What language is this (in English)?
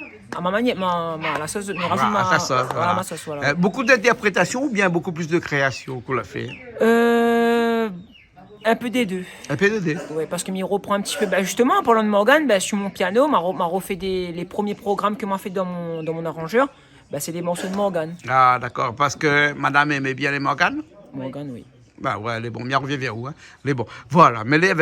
Réunion Creole French